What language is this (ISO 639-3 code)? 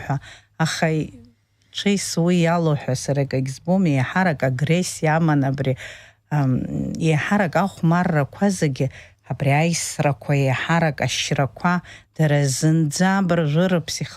abk